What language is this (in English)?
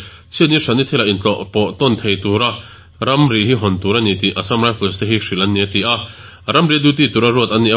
Mizo